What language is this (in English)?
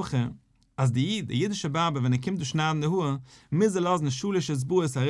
Yiddish